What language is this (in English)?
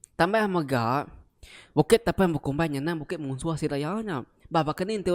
Iban